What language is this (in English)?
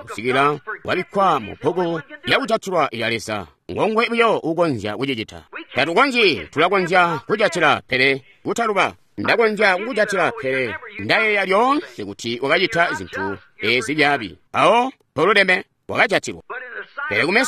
Tonga (Zambia)